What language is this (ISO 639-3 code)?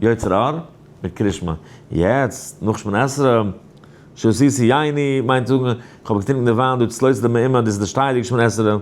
yid